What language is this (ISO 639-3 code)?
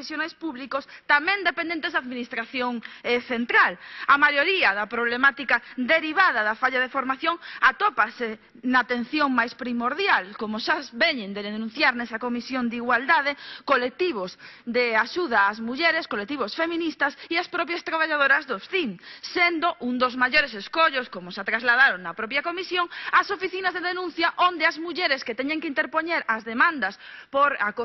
glg